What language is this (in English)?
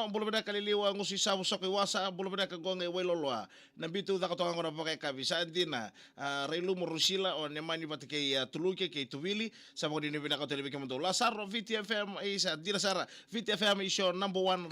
Fijian